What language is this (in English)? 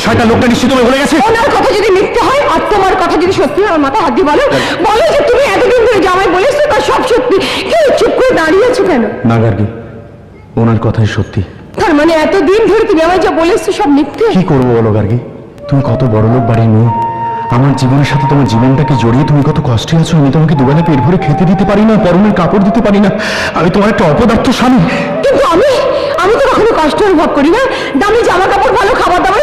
Bangla